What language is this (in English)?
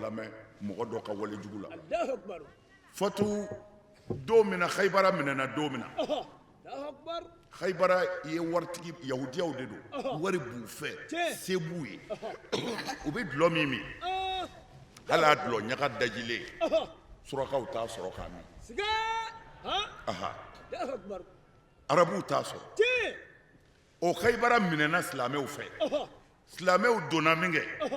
Bambara